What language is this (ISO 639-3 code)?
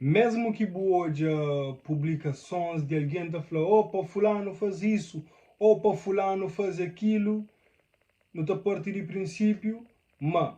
kea